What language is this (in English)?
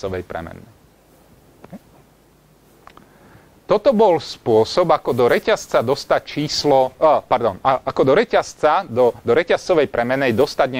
Slovak